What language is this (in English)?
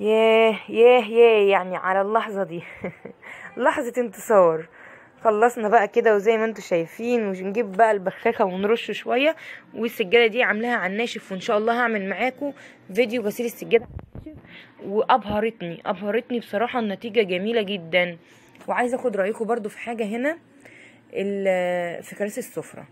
Egyptian Arabic